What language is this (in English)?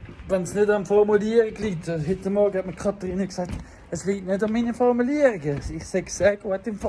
Swiss German